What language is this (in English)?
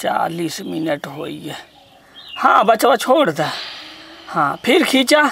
Awadhi